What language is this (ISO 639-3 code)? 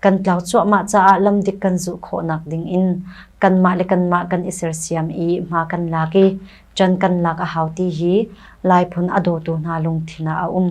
cnh